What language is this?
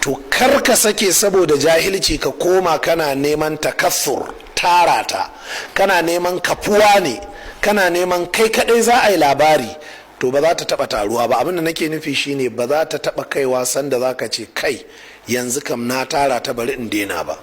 Hausa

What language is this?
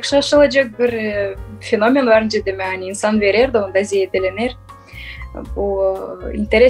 Gagauz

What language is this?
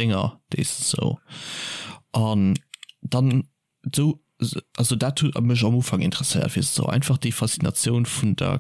Luxembourgish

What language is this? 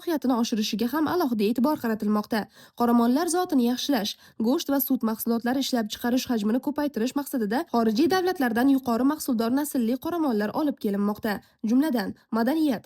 Uzbek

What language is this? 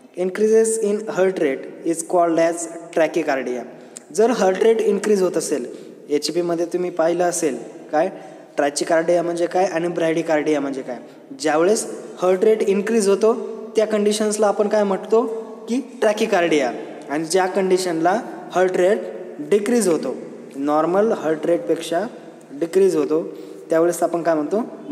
Marathi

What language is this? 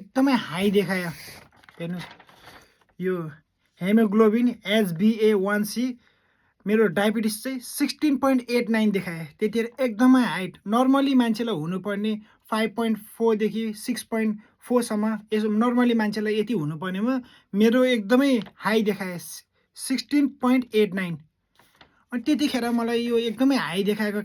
Nepali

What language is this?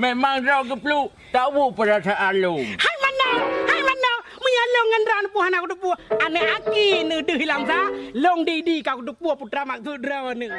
Achinese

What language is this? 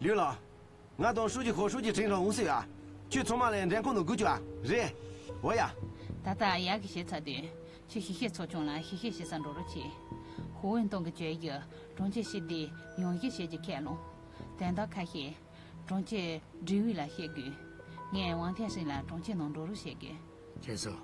Tibetan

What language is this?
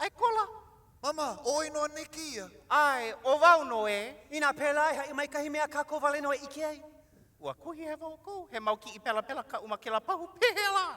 Hawaiian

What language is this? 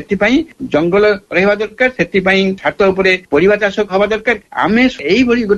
Odia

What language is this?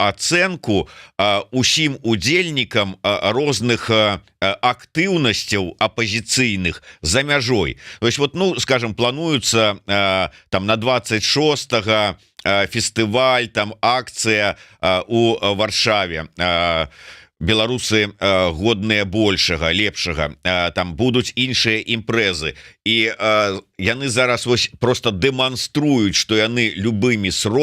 Belarusian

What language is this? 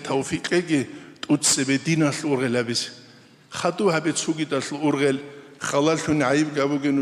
Avaric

